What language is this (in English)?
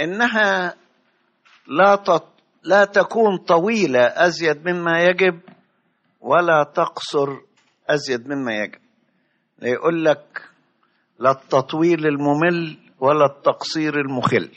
Egyptian Arabic